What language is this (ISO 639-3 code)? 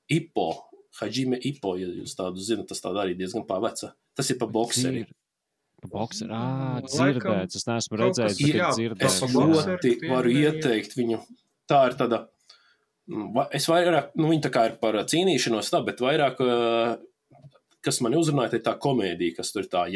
lav